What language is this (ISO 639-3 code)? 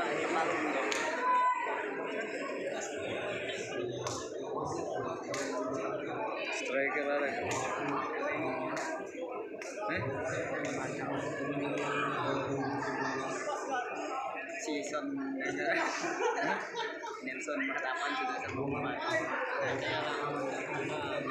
ind